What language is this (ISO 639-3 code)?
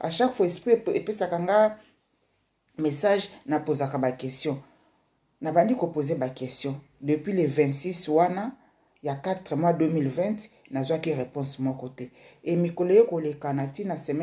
lin